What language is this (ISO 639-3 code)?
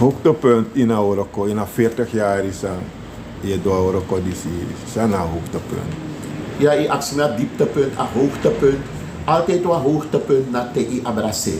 srn